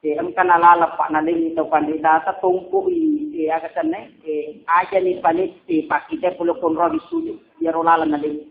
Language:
Buginese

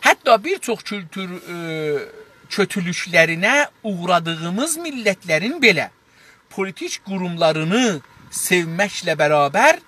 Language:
South Azerbaijani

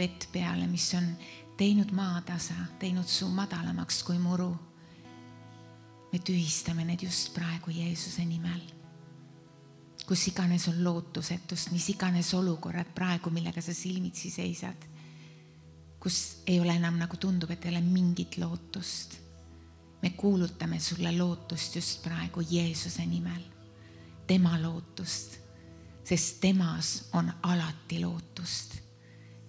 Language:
Estonian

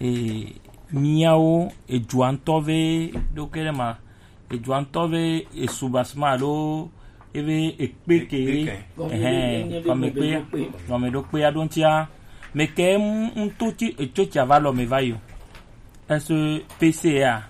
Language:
Gen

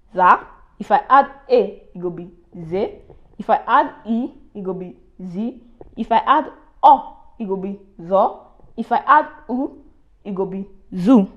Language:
Nigerian Pidgin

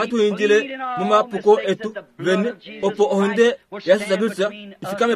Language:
Kuanyama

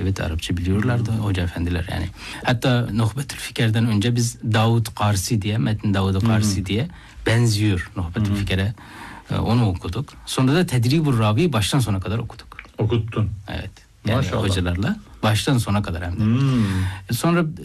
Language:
Turkish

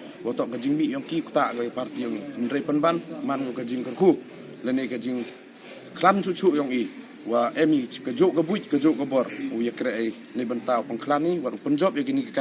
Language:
Khasi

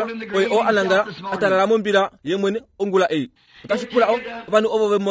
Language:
Kuanyama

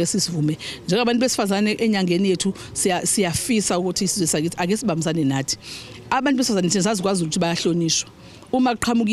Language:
Zulu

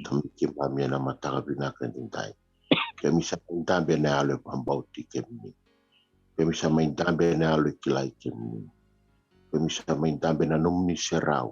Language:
Fijian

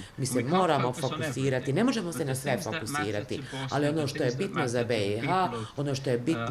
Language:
Bosnian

